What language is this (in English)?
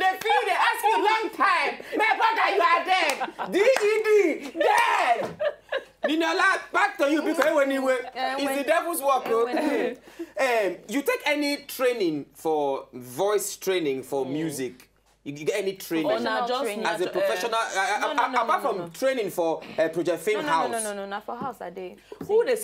Nigerian Pidgin